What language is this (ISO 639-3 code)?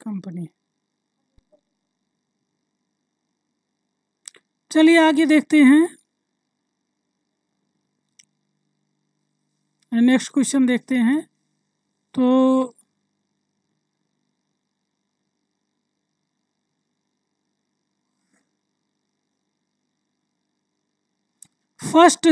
hin